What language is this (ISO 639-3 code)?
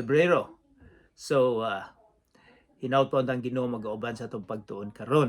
ceb